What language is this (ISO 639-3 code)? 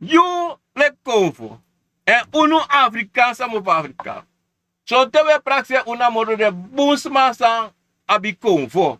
srn